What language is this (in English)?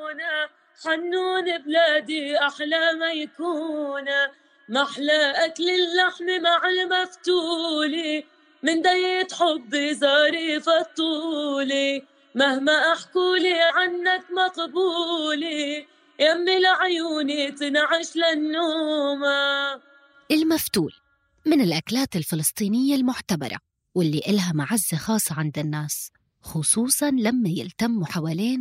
North Levantine Arabic